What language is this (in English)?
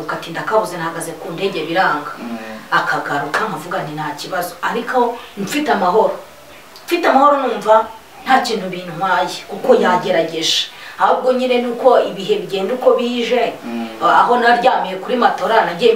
Kinyarwanda